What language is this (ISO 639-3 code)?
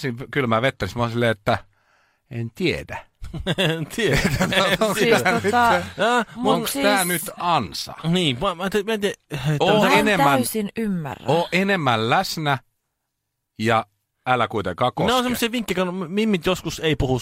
fin